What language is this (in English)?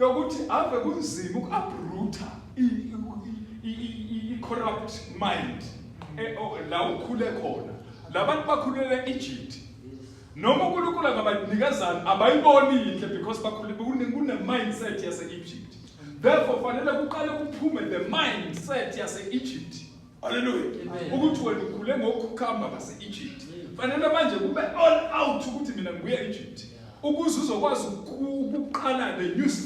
Zulu